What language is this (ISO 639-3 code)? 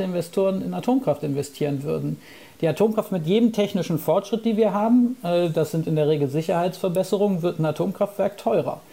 deu